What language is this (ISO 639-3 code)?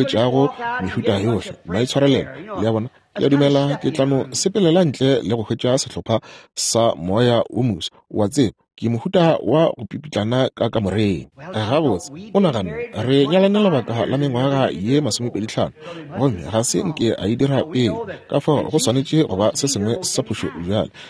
nso